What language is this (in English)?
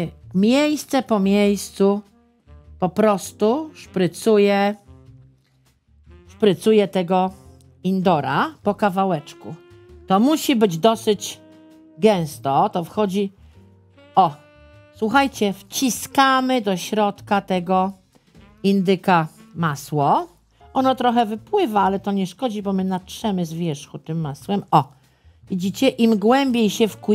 Polish